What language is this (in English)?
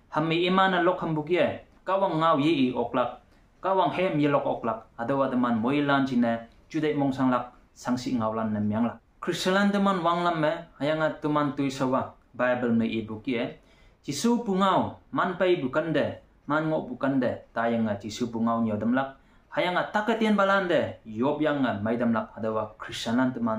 Konyak Naga